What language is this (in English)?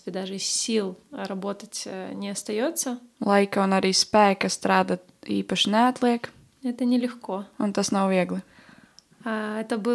Latvian